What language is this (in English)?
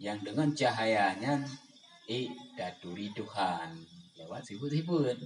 Achinese